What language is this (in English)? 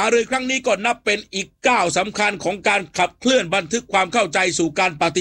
Thai